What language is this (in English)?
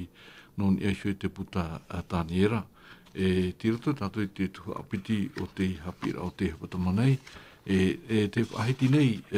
Tahitian